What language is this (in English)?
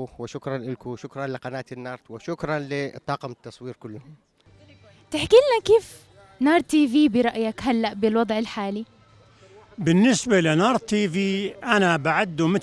North Levantine Arabic